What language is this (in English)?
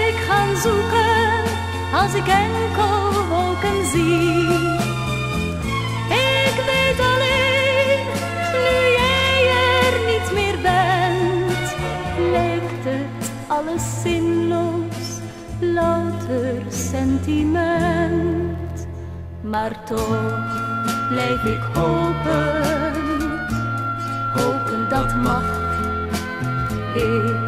Dutch